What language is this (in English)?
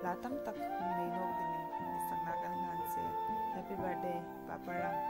Hmar